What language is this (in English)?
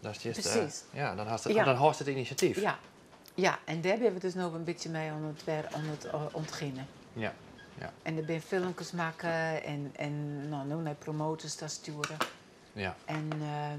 Western Frisian